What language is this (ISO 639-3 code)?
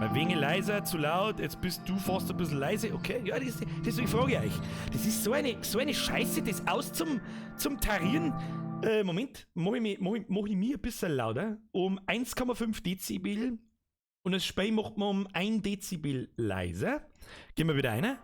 bar